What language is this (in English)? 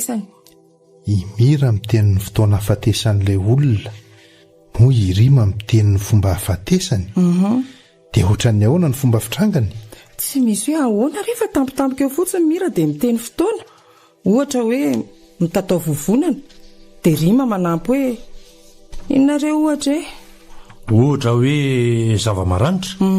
Malagasy